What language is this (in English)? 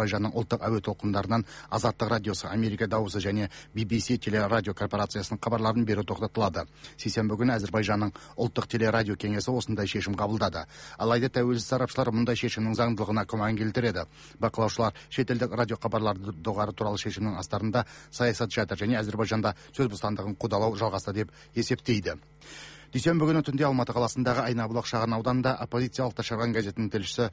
Kazakh